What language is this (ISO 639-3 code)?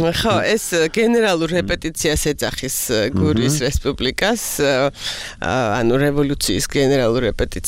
kat